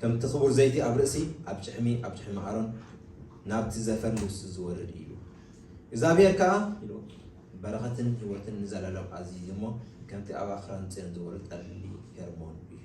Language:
Tigrinya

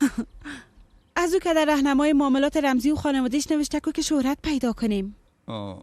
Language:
Persian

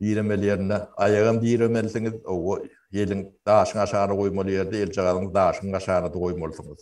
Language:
Turkmen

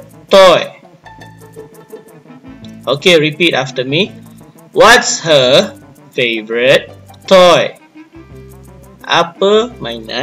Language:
Malay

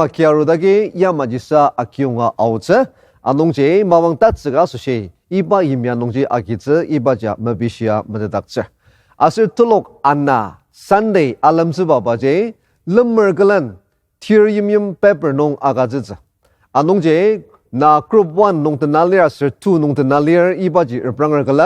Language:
Ao Naga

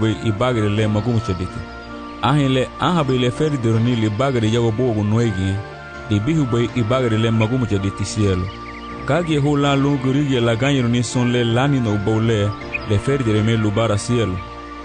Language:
Garifuna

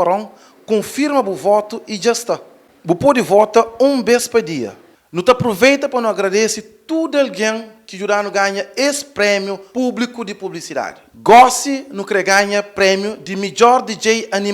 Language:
Kabuverdianu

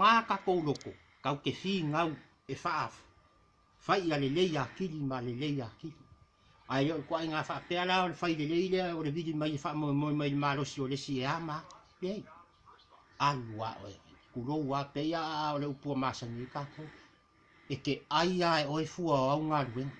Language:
Samoan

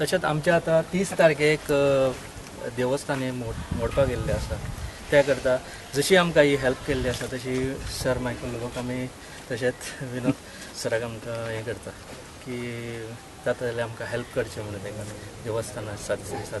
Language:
Konkani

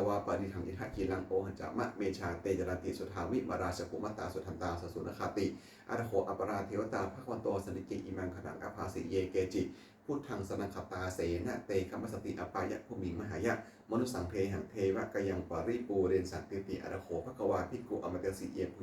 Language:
Pali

